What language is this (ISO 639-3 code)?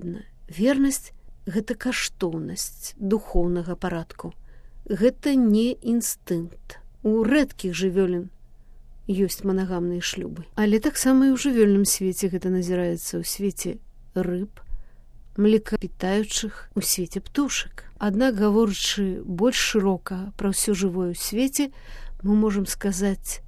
bel